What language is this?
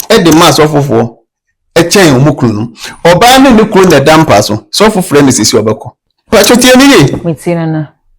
Akan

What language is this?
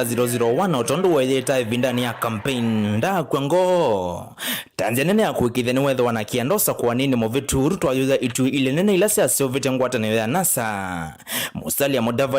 Kamba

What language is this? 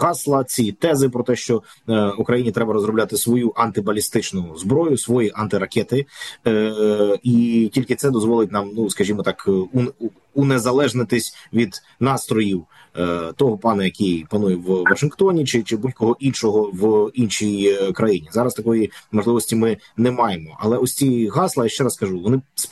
Ukrainian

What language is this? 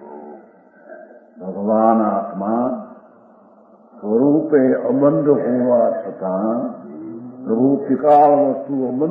Gujarati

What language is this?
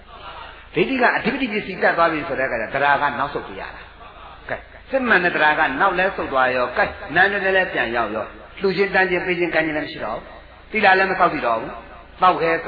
Burmese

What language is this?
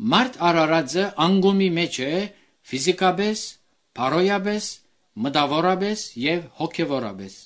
Armenian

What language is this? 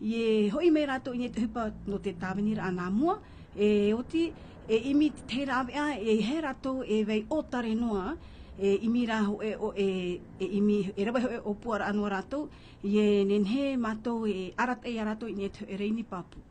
Tahitian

